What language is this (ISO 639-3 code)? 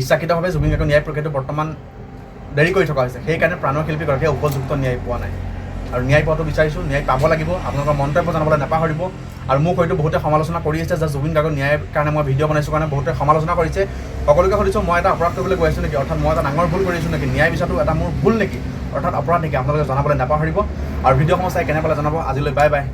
asm